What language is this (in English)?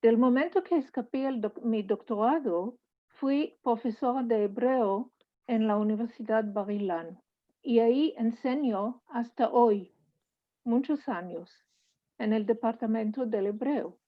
Ladino